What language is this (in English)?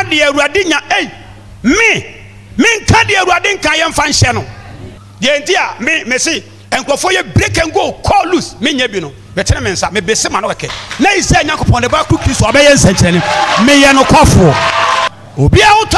Akan